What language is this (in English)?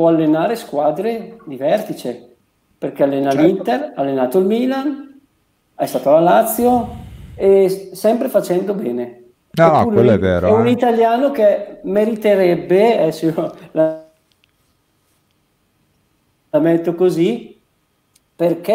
Italian